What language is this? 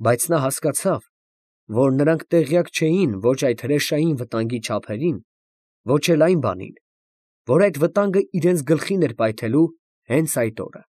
Armenian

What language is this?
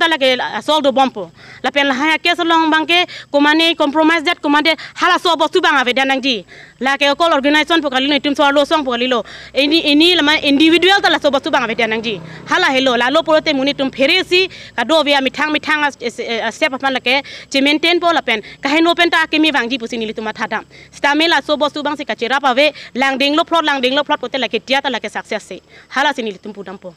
Karbi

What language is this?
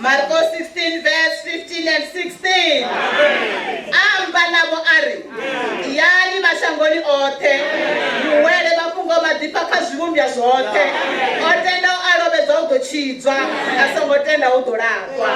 Venda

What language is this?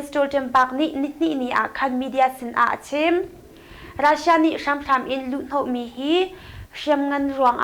Hakha Chin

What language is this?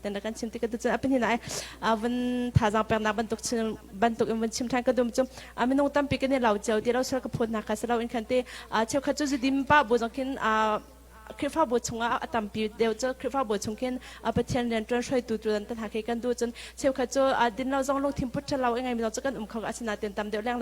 Hakha Chin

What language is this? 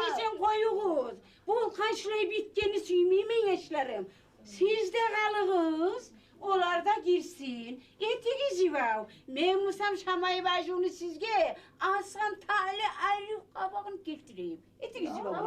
Kumyk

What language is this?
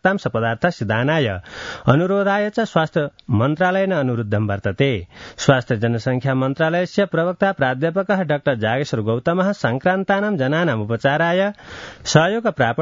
Sanskrit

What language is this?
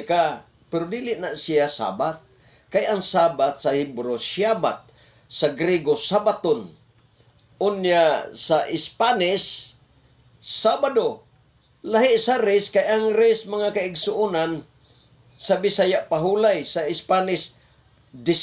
Cebuano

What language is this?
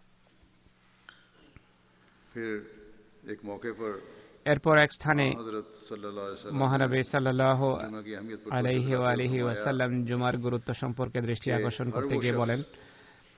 Bangla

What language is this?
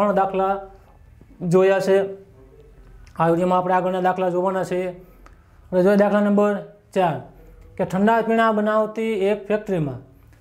Gujarati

